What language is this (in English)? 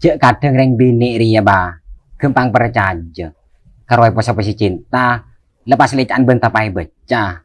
Madurese